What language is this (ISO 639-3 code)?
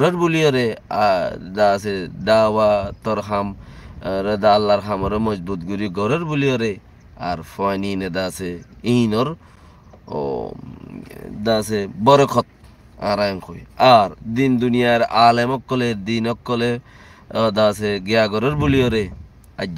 rhg